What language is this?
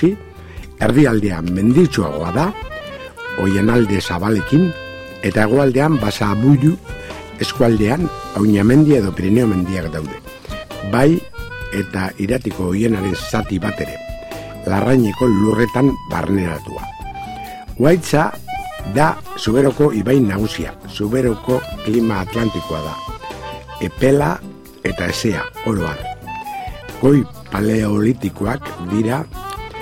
Basque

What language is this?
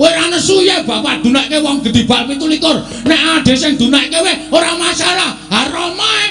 Javanese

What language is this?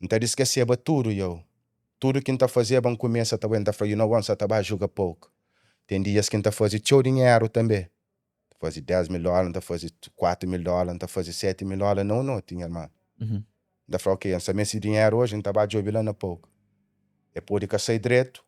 Kabuverdianu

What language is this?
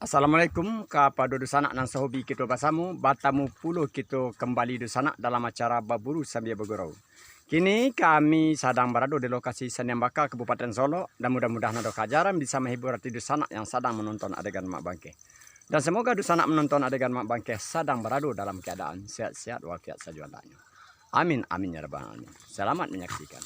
Minangkabau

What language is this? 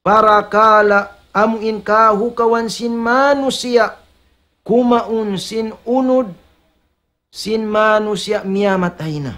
Tausug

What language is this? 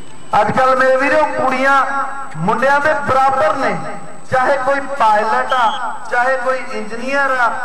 Punjabi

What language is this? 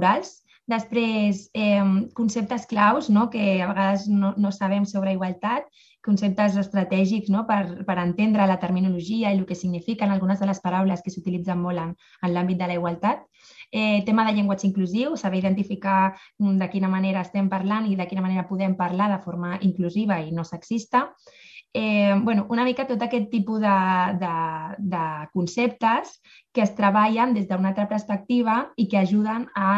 Catalan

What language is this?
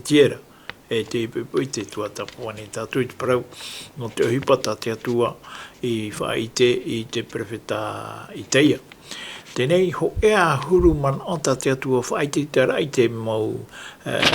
Tahitian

